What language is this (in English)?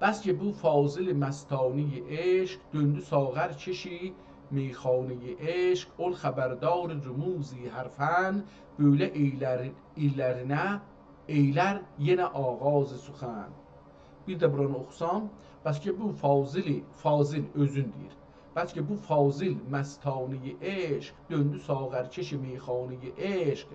South Azerbaijani